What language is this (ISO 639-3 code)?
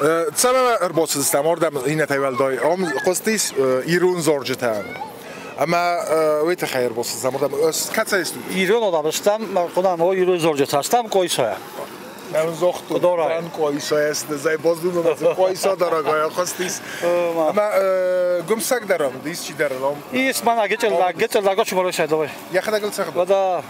oss